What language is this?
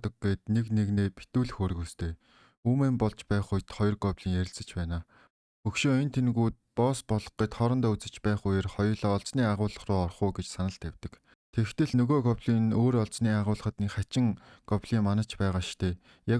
Mongolian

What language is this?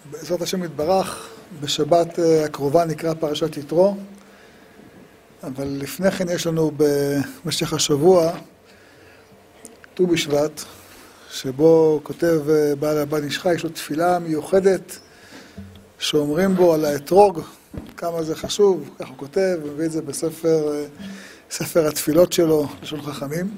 Hebrew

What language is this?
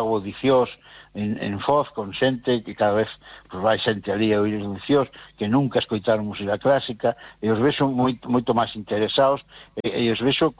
Galician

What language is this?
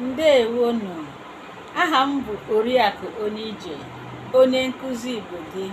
Igbo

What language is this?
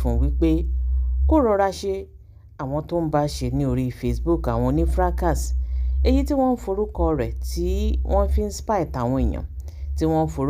Yoruba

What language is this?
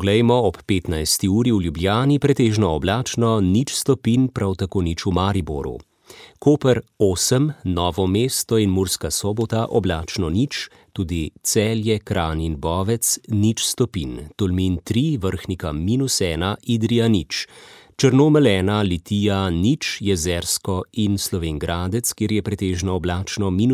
Slovenian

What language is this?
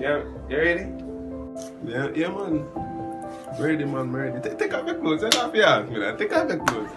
Jamaican Creole English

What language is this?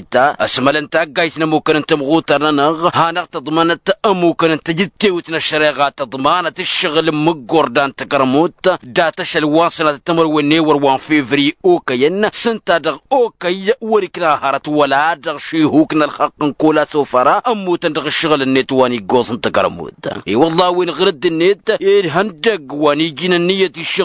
Tamasheq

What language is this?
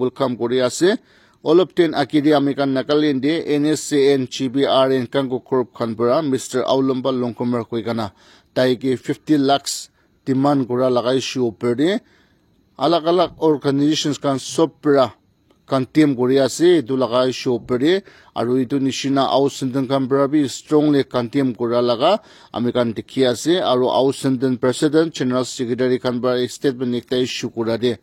Naga Pidgin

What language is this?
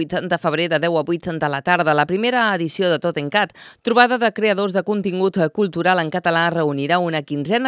Catalan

